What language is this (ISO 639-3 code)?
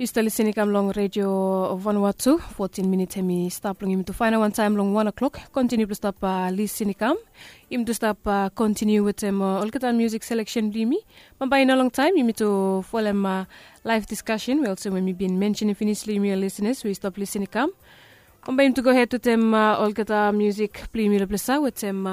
bis